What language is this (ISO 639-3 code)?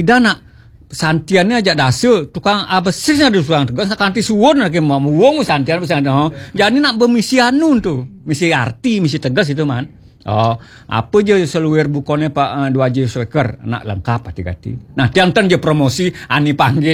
ban